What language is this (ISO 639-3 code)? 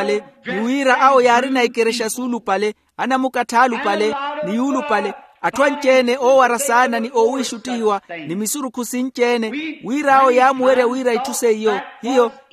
vmw